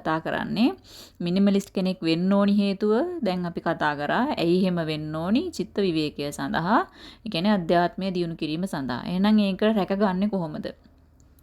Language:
Sinhala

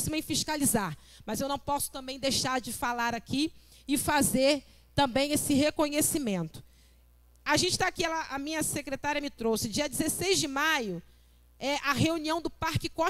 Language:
Portuguese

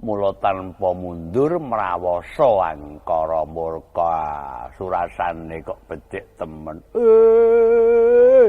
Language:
Javanese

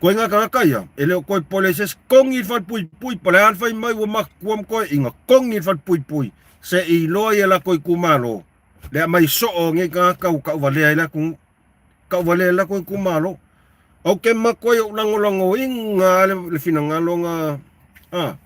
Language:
Samoan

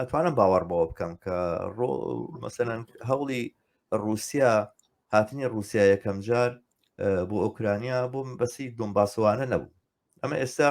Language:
Central Kurdish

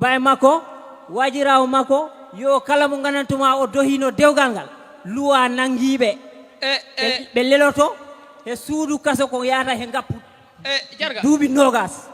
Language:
Fula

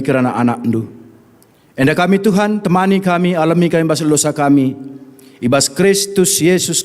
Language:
Batak Karo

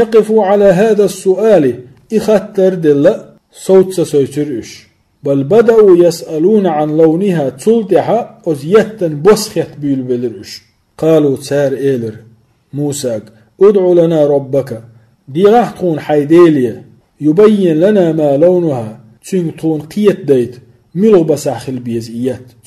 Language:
Chechen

